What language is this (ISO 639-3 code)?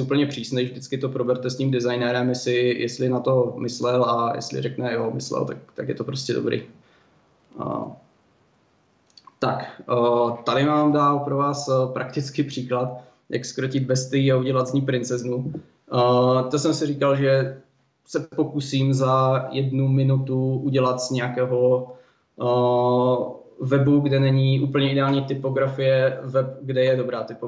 ces